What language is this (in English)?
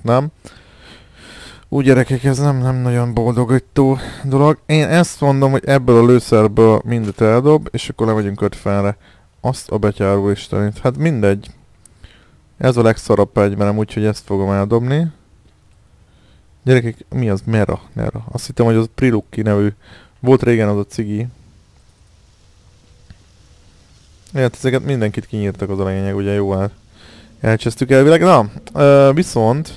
Hungarian